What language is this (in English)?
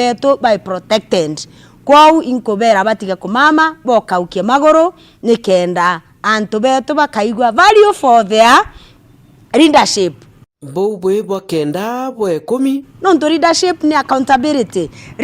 Meru